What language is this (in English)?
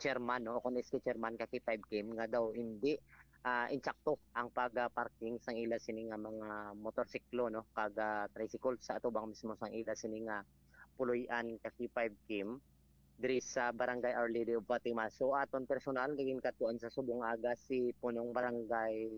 Hiligaynon